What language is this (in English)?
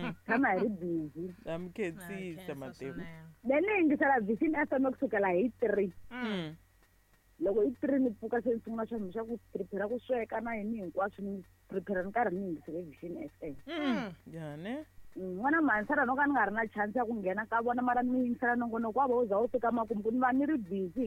Tsonga